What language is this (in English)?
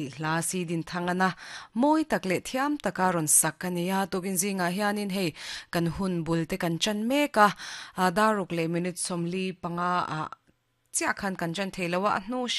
Mizo